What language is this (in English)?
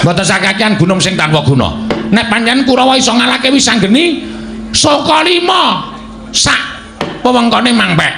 Javanese